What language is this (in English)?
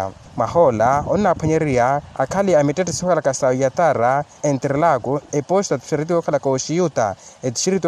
Makhuwa